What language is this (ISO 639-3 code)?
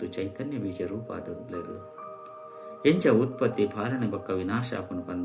tcy